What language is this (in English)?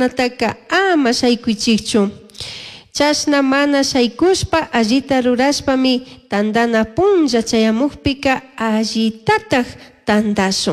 Chimborazo Highland Quichua